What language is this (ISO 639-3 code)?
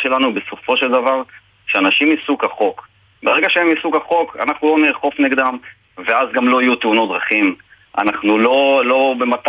heb